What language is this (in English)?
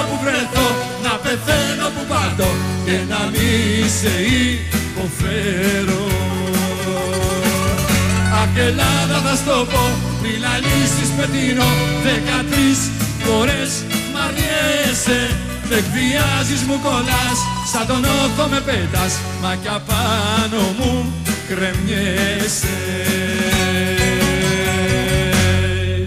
Greek